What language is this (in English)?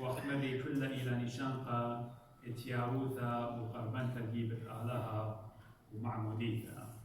Assyrian Neo-Aramaic